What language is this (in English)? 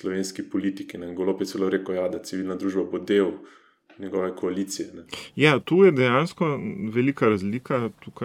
Slovenian